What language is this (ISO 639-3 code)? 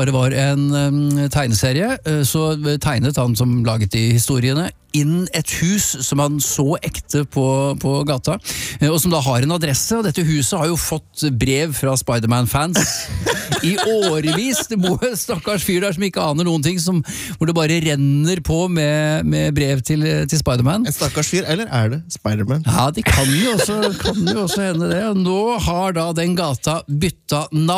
nor